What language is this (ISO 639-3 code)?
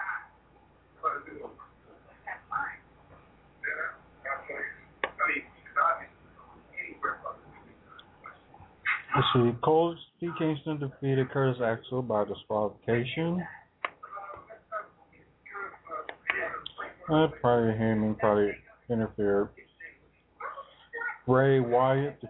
eng